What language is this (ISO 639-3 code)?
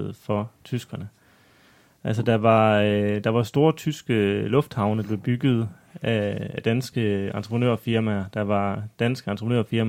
dan